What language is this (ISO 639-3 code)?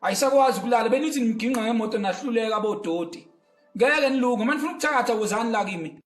zul